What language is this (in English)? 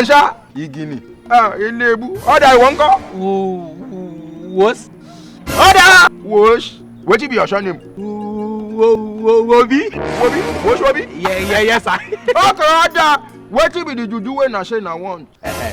Nigerian Pidgin